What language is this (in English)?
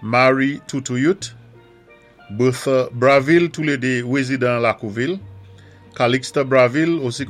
Saint Lucian Creole French